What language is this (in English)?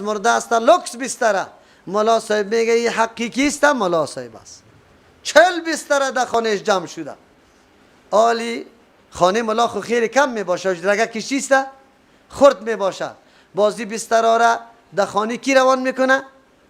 Persian